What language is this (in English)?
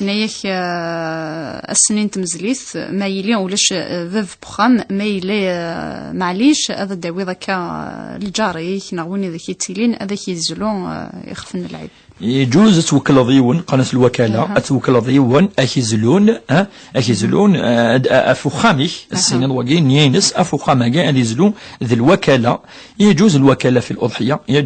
Kabyle